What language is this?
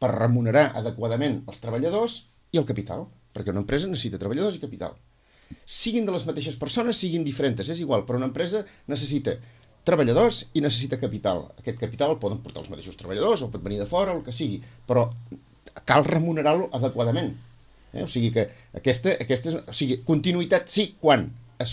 Catalan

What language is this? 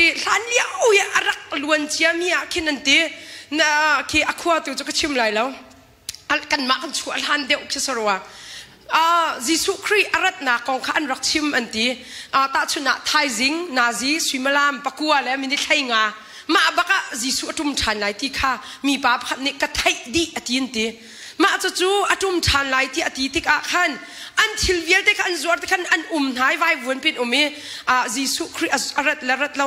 Hakha Chin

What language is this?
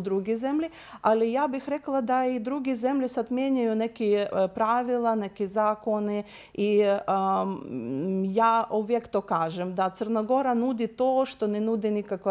Croatian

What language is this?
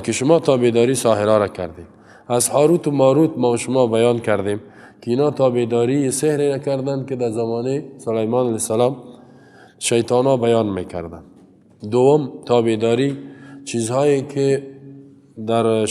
Persian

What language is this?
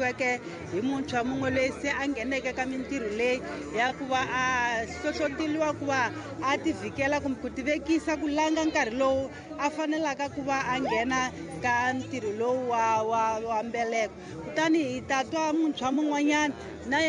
Tsonga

